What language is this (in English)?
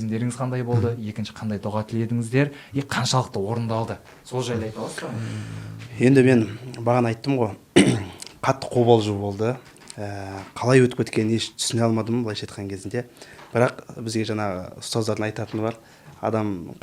Kazakh